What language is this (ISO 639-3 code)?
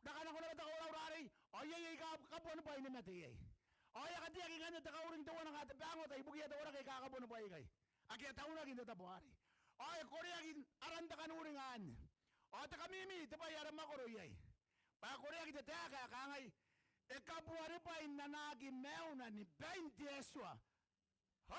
gil